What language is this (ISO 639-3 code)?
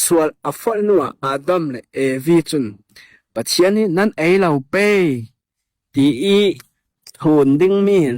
cnh